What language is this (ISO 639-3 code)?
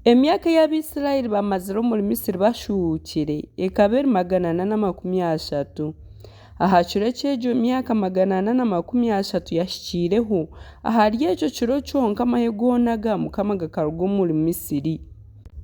nyn